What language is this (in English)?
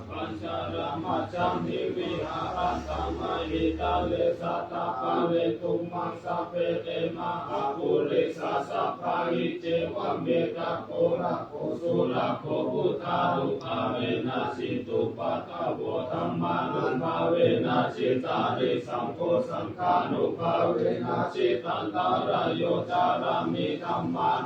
Pali